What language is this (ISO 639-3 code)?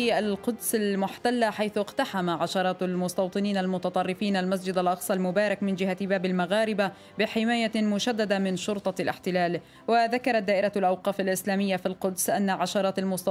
ara